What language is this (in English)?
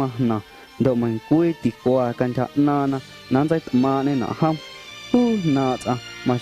Guerrero Amuzgo